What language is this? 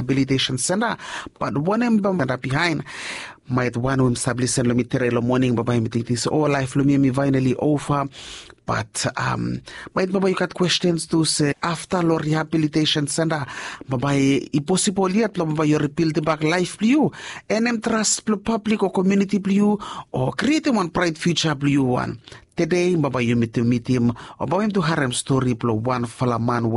Bislama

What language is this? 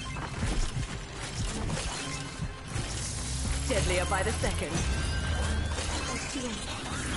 Bulgarian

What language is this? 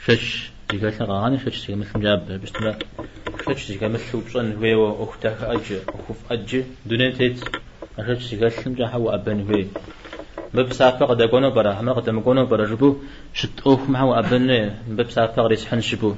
Kabardian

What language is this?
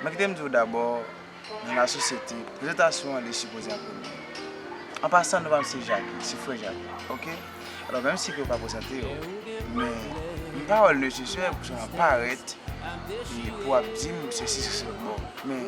Haitian Creole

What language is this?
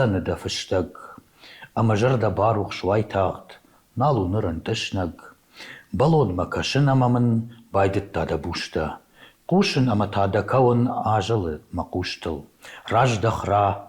Ossetic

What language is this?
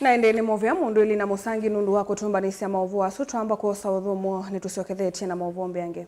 Kamba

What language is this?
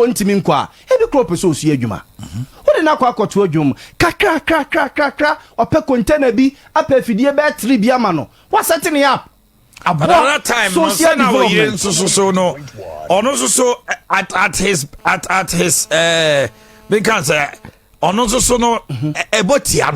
Akan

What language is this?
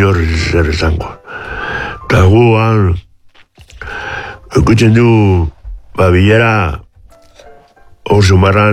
Basque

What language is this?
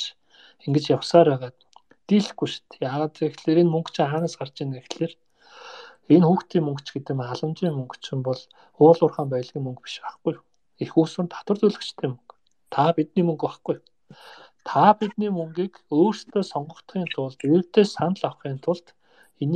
Mongolian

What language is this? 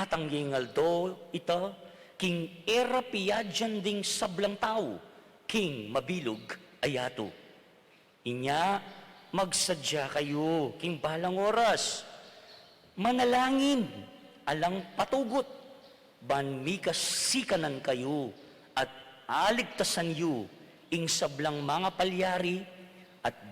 Pampanga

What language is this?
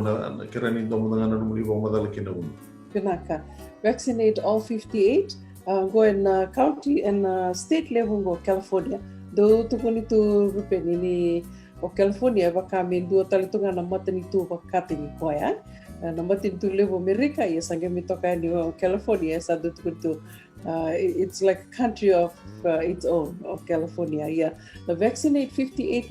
Fijian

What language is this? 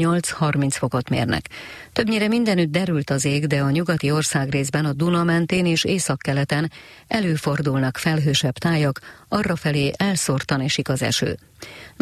Hungarian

